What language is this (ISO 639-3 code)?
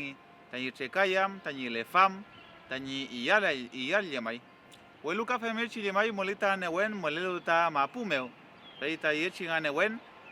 arn